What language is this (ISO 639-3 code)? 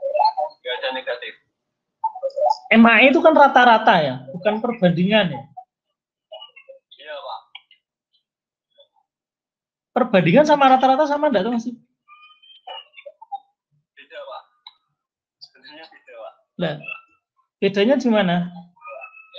ind